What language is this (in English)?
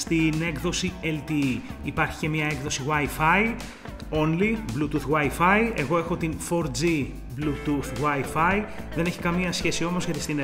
Greek